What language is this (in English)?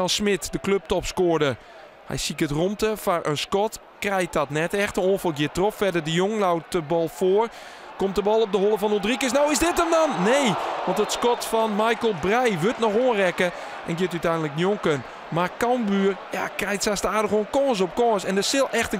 Western Frisian